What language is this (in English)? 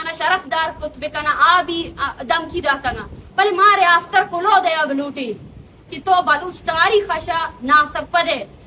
Eastern Balochi